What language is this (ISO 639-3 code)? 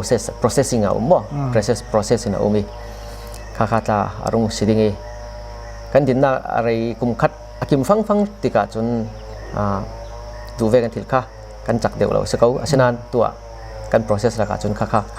cnh